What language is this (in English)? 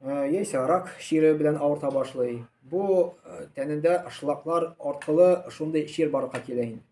Tatar